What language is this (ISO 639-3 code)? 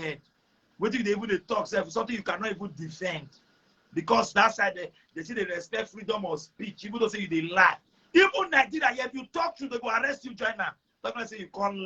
pcm